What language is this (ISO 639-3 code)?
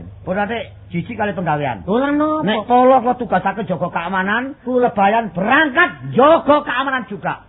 jav